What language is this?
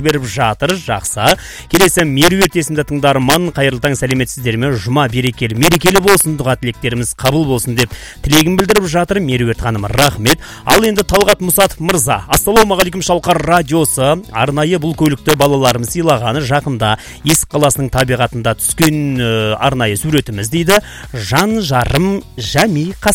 Kazakh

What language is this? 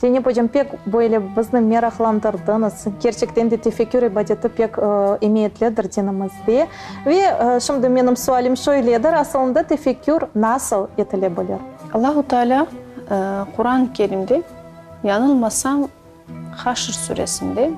Crimean Tatar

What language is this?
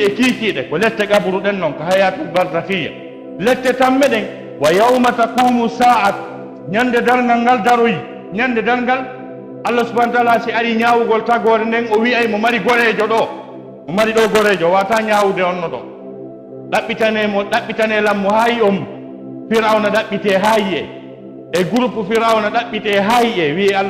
Fula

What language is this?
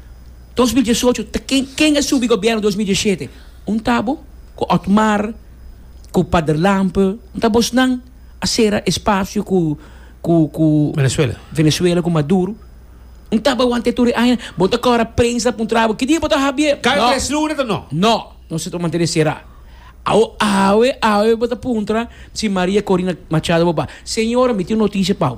Papiamento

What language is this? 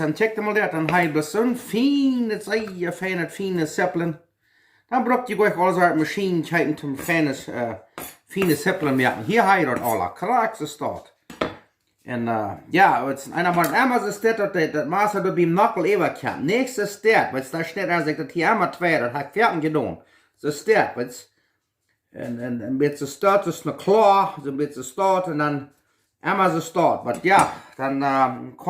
Plautdietsch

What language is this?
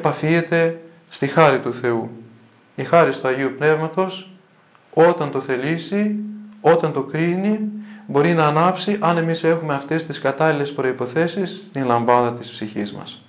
Greek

